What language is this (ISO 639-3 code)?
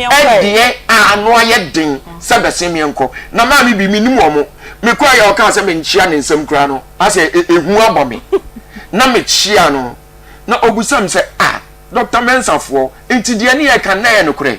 aka